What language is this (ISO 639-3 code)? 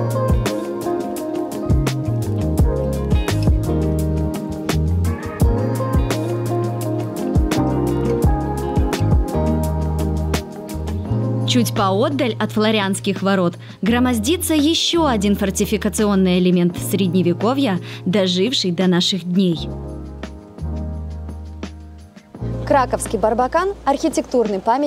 rus